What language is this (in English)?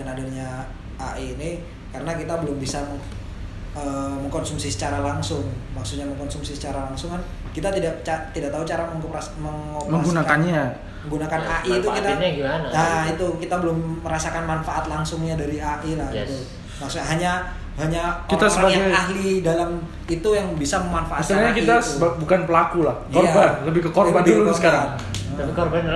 Indonesian